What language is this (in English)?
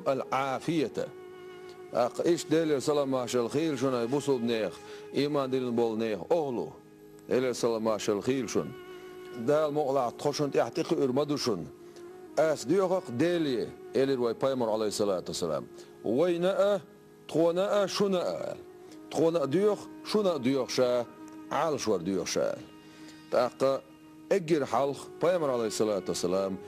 Chechen